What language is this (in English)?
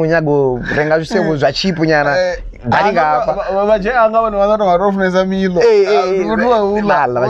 Venda